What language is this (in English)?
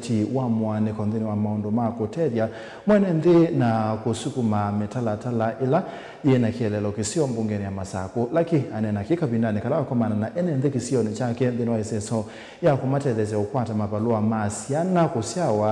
Kamba